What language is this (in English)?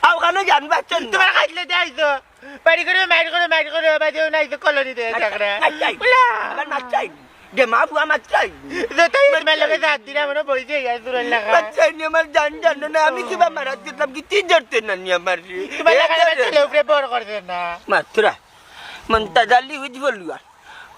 Sylheti